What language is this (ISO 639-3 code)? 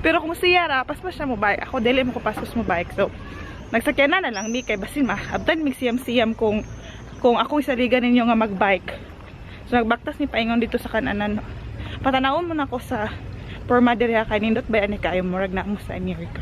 ceb